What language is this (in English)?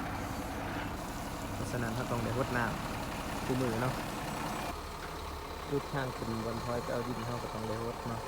Lao